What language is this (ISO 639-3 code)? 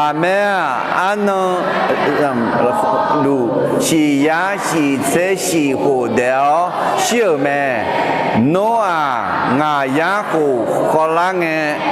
ahk